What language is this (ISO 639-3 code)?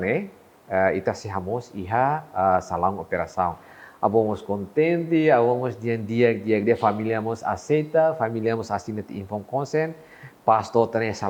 tet